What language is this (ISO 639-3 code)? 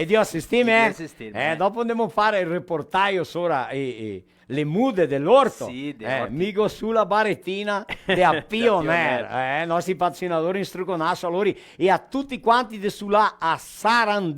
vec